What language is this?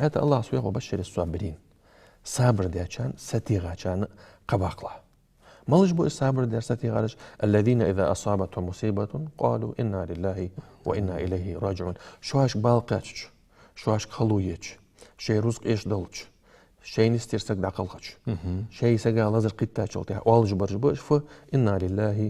Ingush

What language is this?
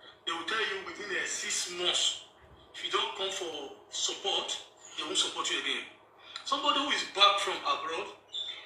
Nigerian Pidgin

